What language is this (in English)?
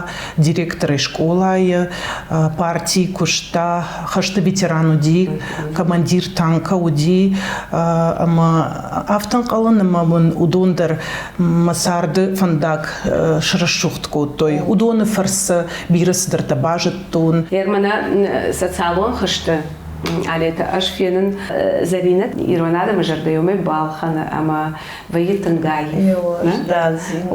Ossetic